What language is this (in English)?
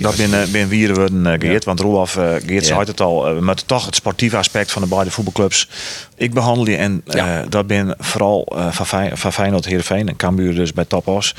Western Frisian